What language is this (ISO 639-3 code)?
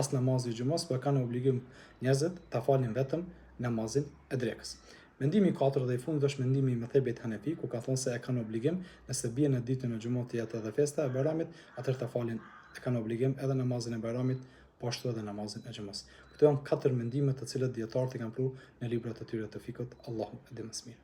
sqi